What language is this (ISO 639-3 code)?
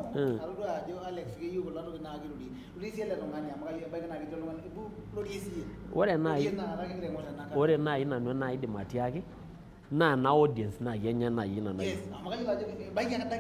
mas